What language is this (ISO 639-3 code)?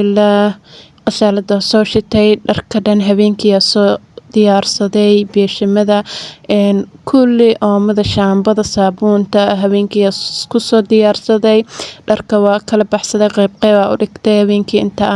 som